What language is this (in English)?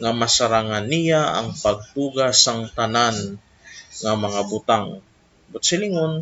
Hiligaynon